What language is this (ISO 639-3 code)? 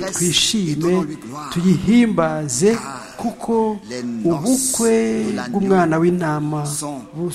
kin